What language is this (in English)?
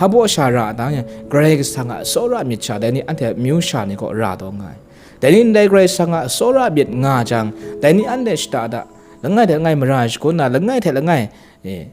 Kachin